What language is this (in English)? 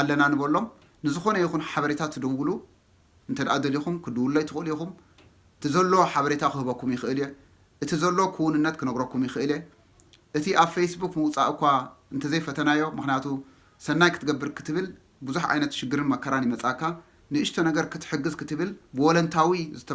Tigrinya